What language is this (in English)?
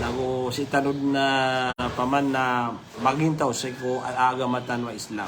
Maranao